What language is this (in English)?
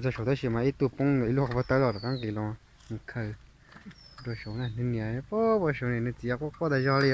Hmong